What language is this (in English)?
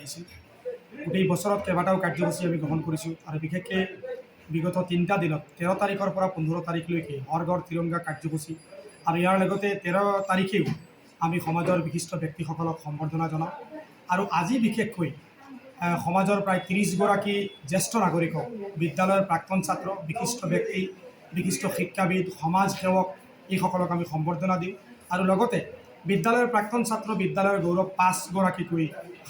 Assamese